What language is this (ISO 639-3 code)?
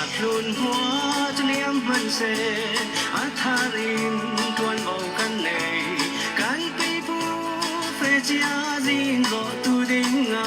cfm